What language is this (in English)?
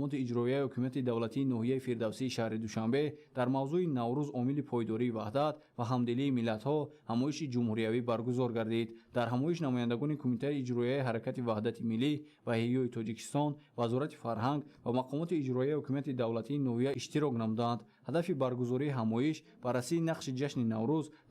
Tajik